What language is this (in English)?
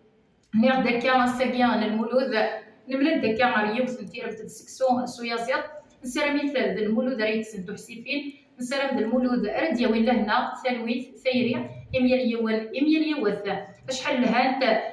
Kabyle